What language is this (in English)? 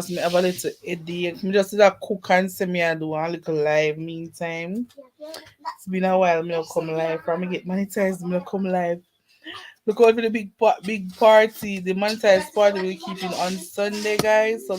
Jamaican Creole English